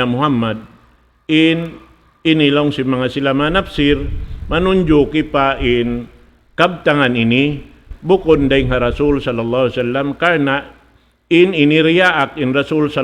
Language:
Tausug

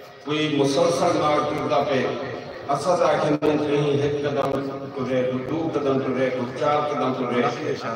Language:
Saraiki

